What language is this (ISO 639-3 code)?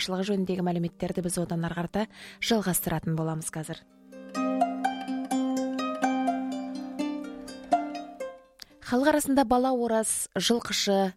kaz